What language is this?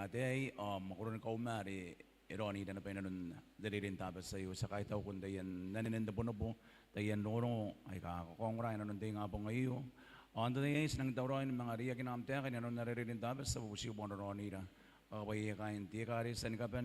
Gilbertese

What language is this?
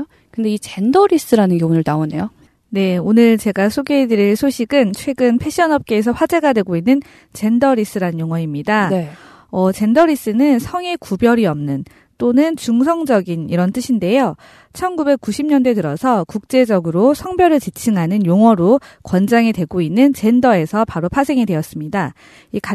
Korean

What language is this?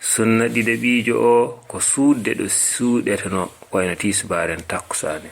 Fula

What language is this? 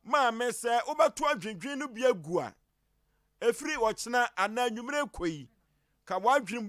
Akan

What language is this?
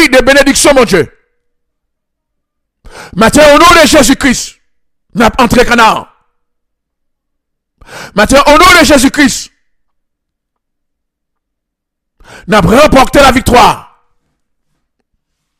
French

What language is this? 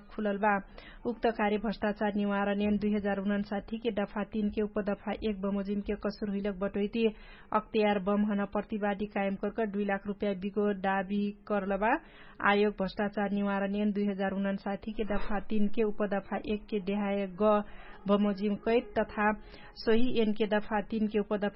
Dangaura Tharu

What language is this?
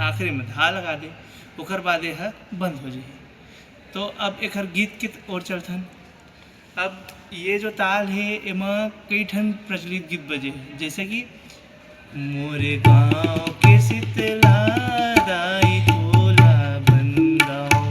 Chhattisgarhi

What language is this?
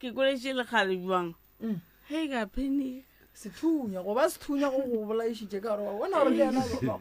Northern Sotho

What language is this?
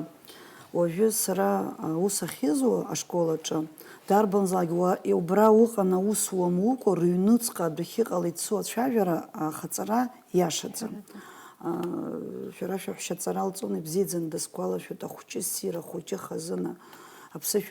Abkhazian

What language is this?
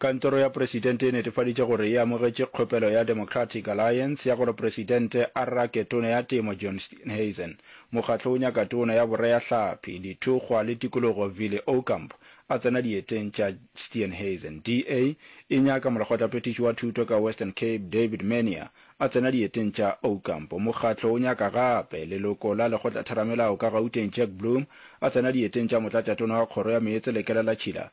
Northern Sotho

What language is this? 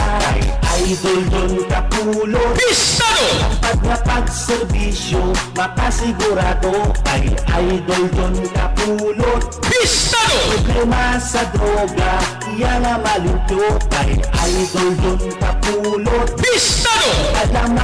Hiligaynon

